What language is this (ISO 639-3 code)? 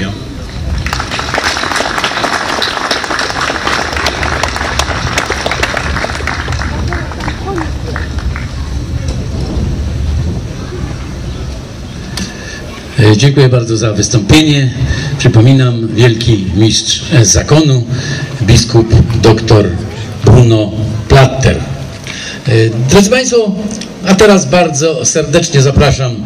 pol